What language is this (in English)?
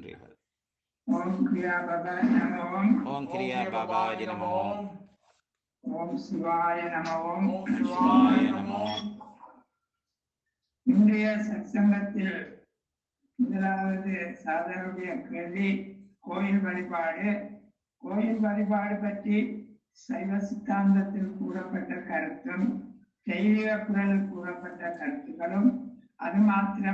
Tamil